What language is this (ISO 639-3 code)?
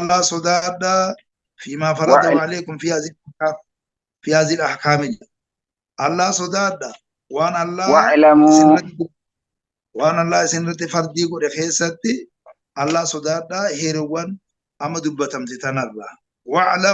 orm